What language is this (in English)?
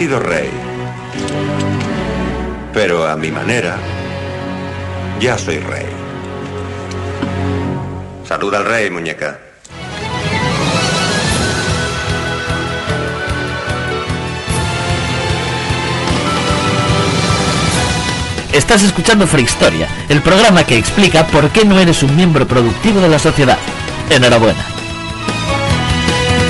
Spanish